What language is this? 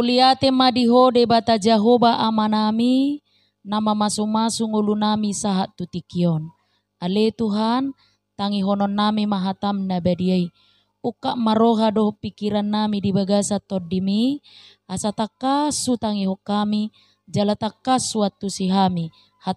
Batak Toba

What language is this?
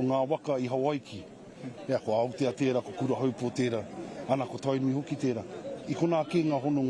Māori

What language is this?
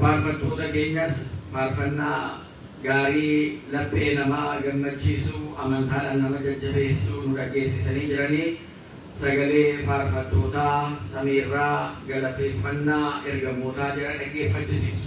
Oromo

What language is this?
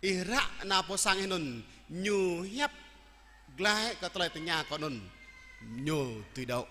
Jarai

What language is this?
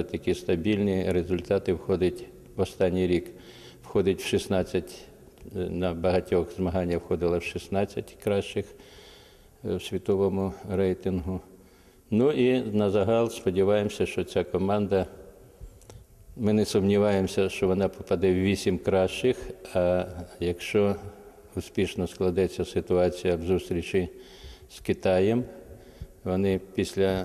Ukrainian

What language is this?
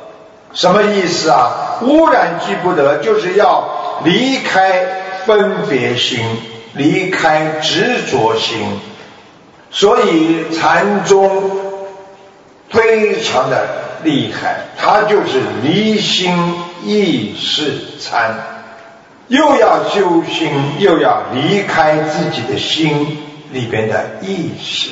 Chinese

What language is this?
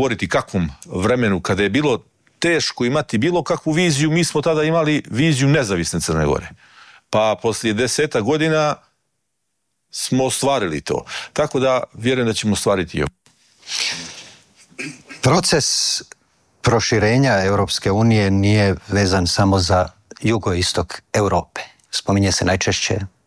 Croatian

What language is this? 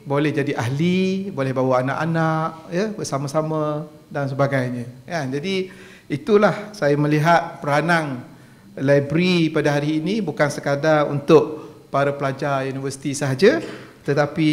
Malay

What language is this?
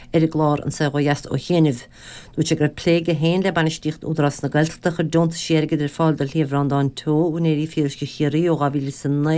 Irish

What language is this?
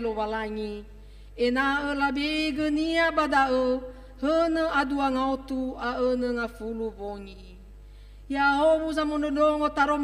Nias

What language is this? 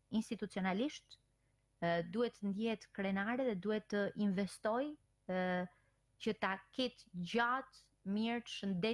Albanian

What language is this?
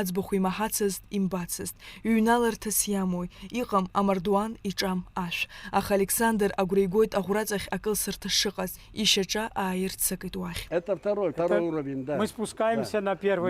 Abkhazian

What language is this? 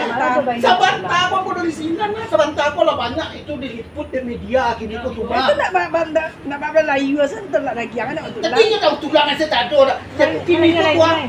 Minangkabau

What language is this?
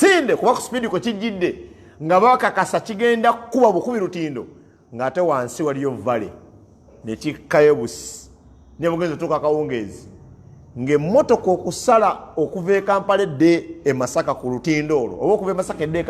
Ganda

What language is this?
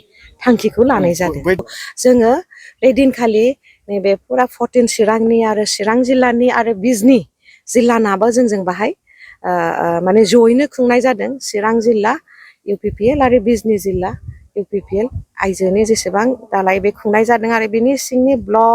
Bodo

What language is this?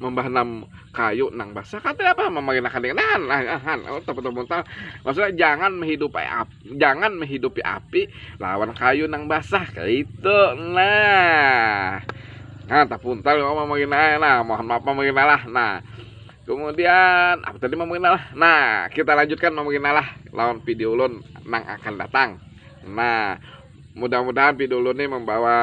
Banjar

